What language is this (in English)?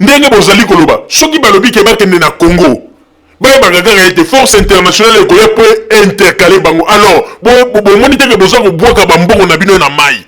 Lingala